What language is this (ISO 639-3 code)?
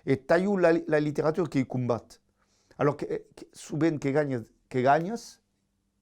oci